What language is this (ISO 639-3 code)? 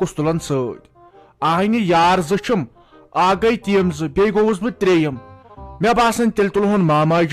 kas